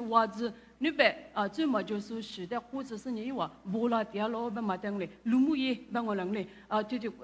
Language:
Lisu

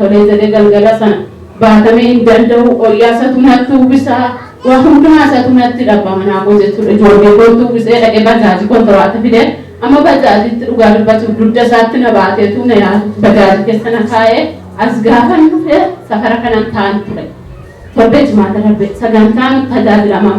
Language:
Oromo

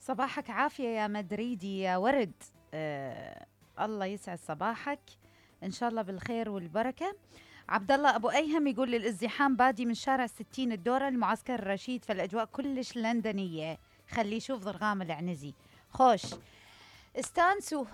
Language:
Mesopotamian Arabic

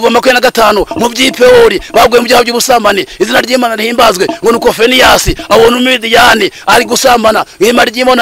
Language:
Kinyarwanda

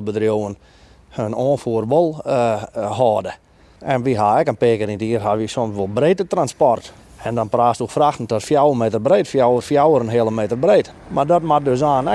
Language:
Western Frisian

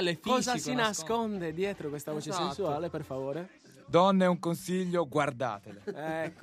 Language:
Italian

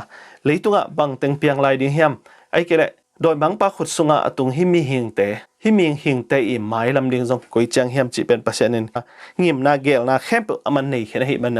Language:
Tedim Chin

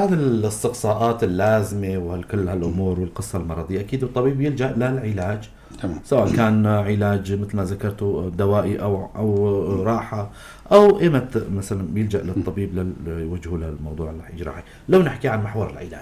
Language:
North Levantine Arabic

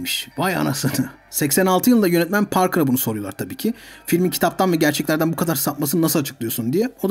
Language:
Turkish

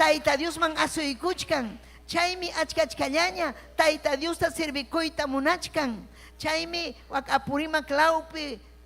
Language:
Ayacucho Quechua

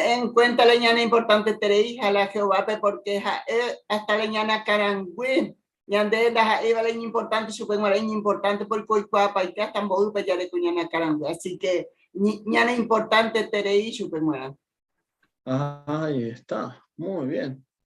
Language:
Guarani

